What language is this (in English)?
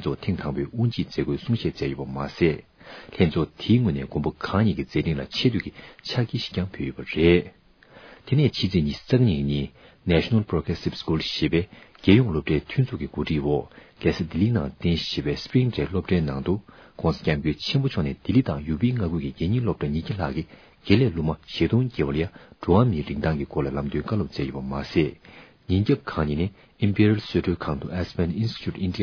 Tibetan